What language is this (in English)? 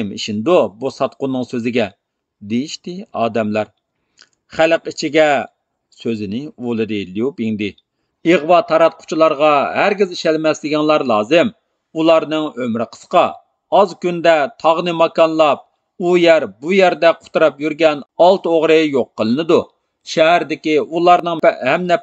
Uyghur